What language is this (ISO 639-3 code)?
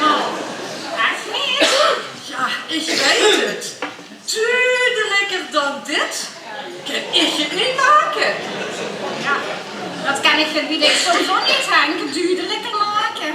lim